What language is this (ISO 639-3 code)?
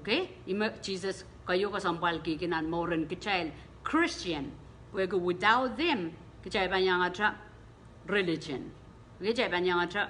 pon